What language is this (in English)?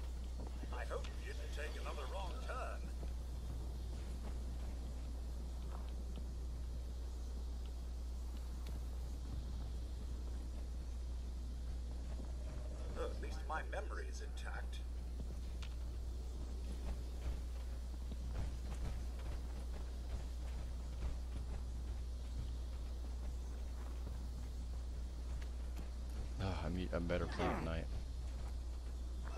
English